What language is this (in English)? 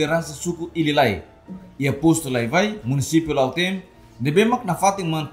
Tetum